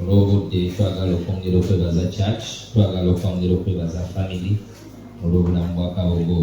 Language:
Ganda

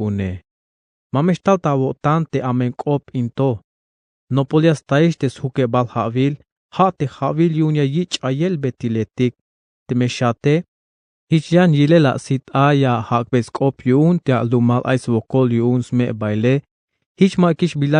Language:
Tzeltal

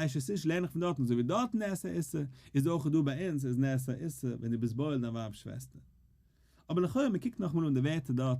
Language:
Yiddish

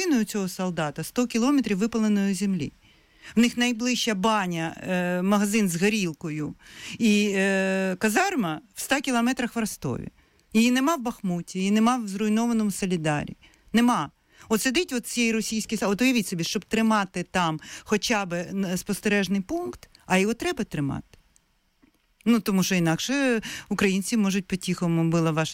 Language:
Ukrainian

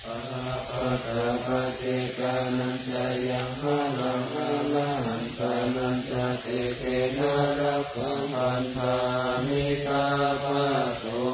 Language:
Pali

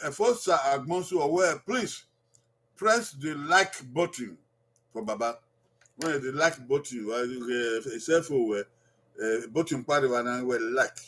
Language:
Bini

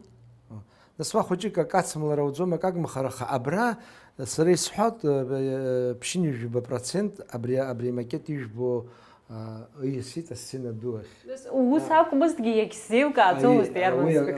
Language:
Abkhazian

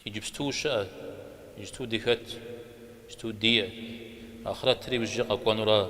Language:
Kabardian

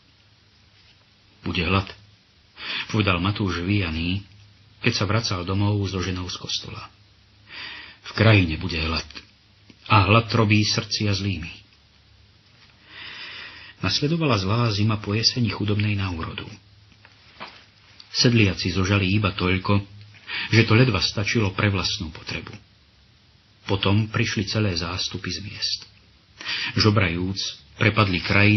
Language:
Slovak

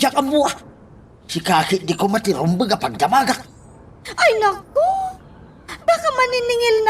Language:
Iloko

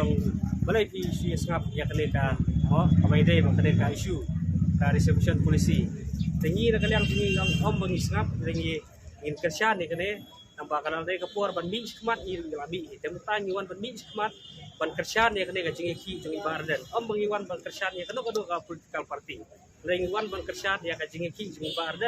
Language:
Khasi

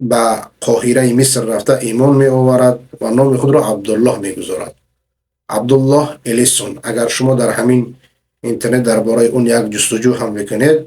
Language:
Persian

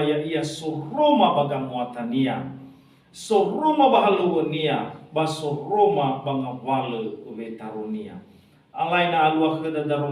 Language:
Nias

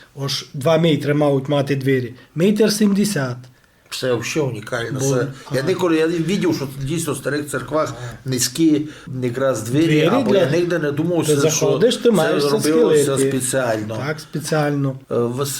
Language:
Rusyn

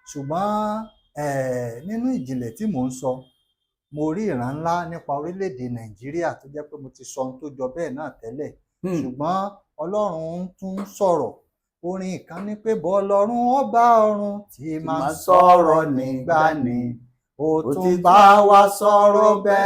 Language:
Yoruba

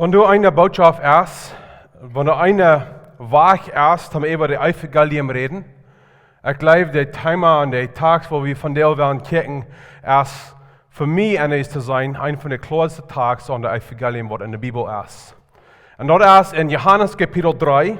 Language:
Plautdietsch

